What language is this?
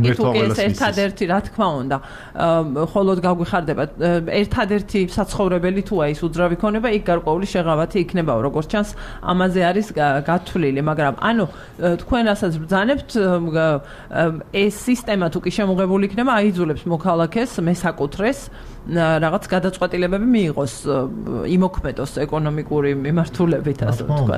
Georgian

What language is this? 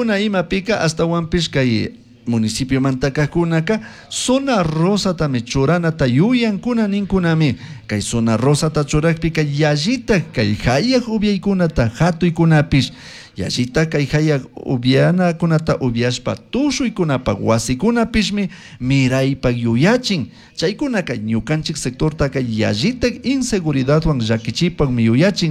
Chimborazo Highland Quichua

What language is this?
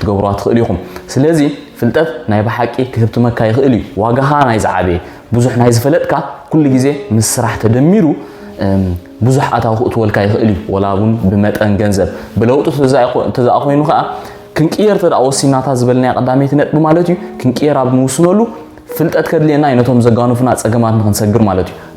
Tigrinya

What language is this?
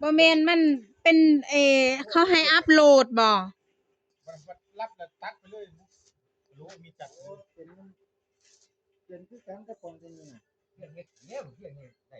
Northeastern Thai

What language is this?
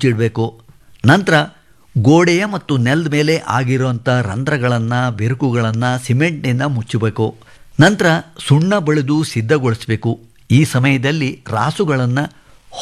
Kannada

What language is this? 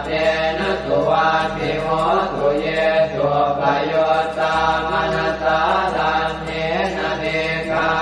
Pali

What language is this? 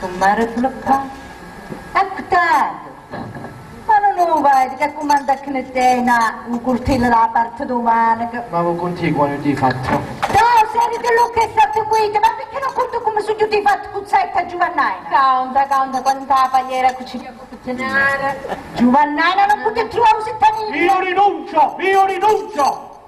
Sicilian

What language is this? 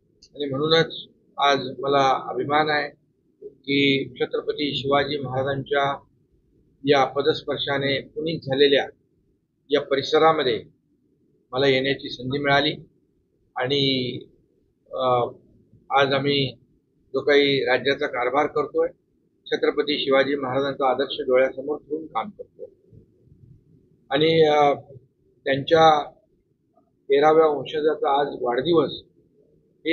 Marathi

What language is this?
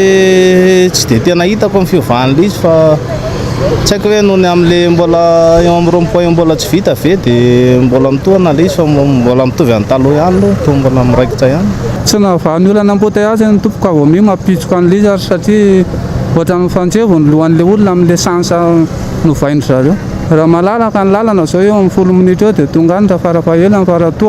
Malagasy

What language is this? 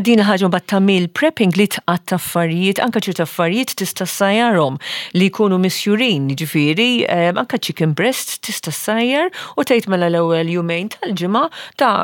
Maltese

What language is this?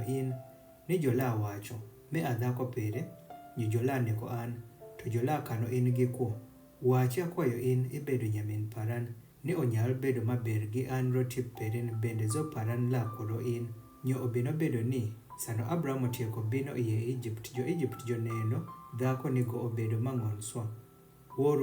Adhola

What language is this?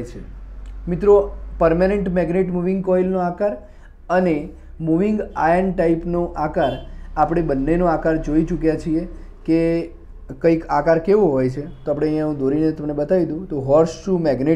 Gujarati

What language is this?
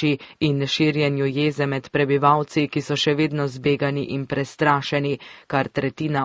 Slovenian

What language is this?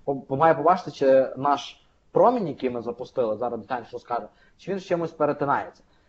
Ukrainian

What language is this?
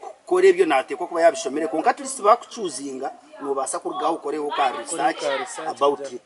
Nyankole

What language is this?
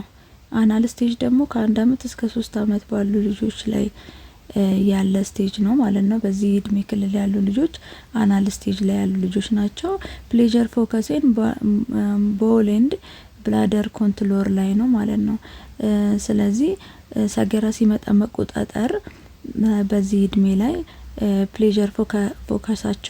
Amharic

